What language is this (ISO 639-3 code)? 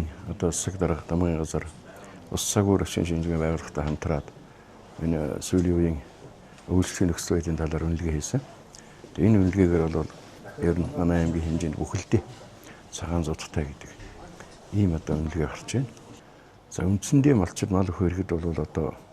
mon